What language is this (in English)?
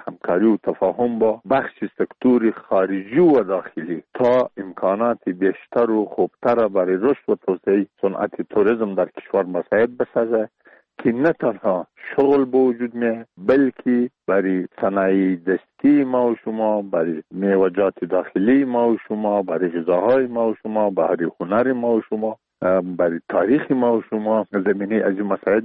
Persian